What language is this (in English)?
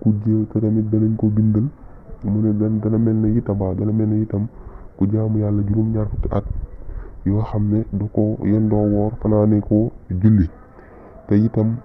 Wolof